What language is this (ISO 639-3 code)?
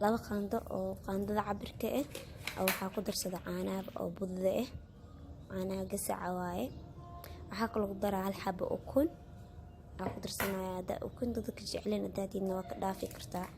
som